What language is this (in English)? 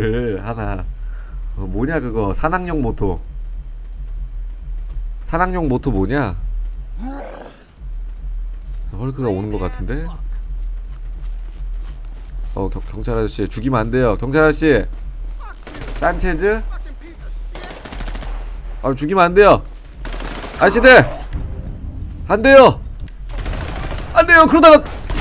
Korean